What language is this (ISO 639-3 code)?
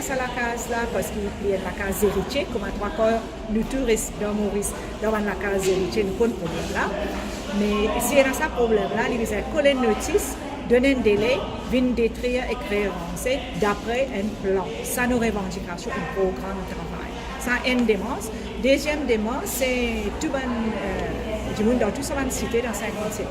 mfe